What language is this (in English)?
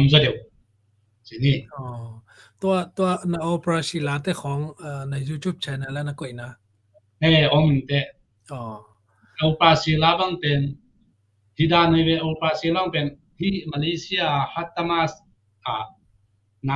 Tedim Chin